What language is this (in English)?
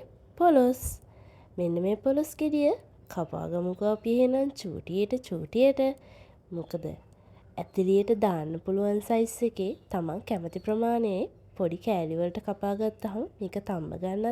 Sinhala